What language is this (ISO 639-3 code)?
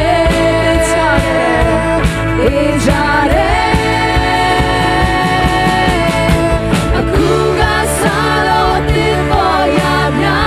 mya